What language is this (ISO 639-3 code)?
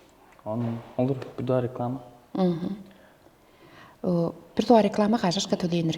tyv